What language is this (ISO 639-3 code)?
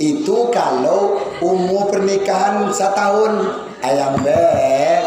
min